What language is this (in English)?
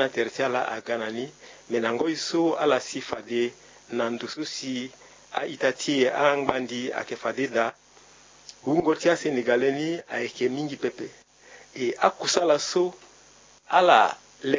Sango